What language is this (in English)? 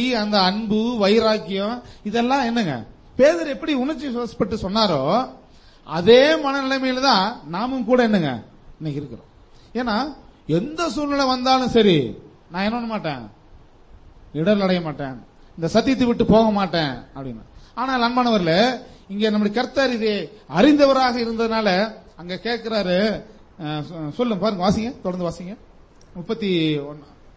Tamil